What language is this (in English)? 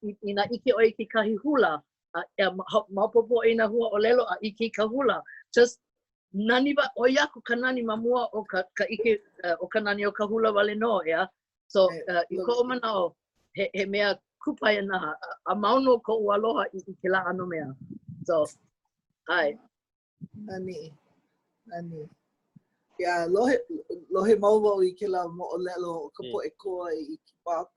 Hawaiian